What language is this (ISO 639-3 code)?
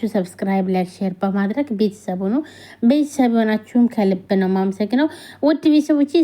amh